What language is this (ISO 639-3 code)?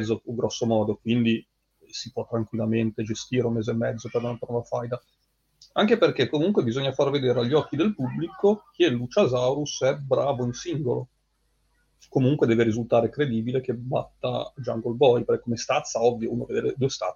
ita